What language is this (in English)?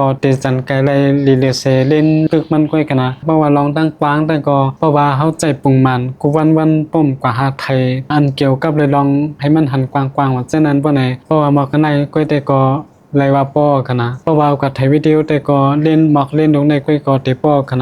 Shan